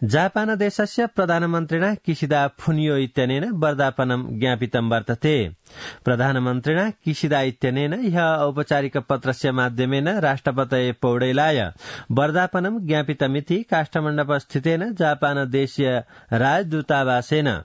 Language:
Sanskrit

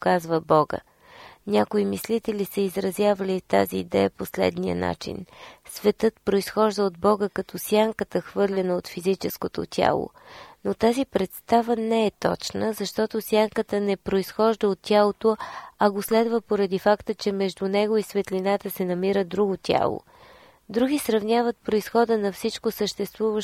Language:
Bulgarian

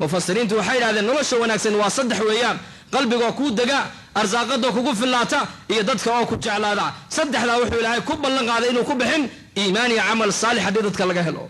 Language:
Somali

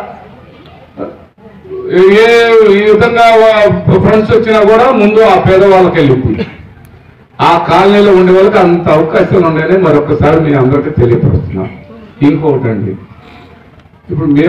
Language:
Telugu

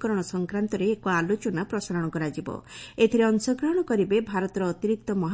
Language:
Odia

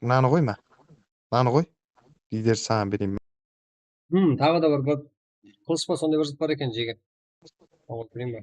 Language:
Kara-Kalpak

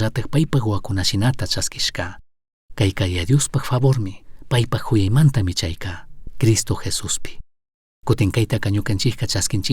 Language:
Chimborazo Highland Quichua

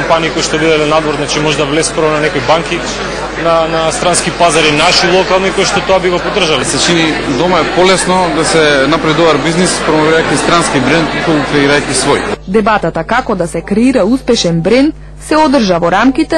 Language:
Macedonian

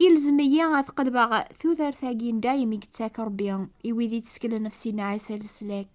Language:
Kabyle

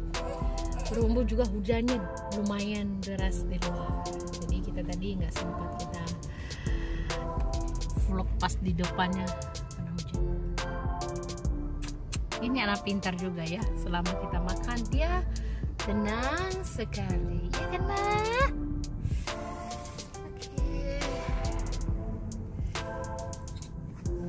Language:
Indonesian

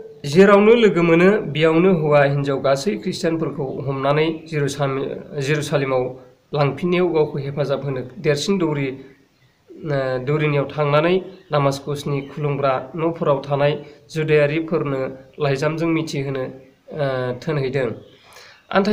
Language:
Bodo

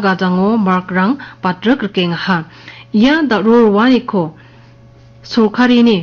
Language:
Garo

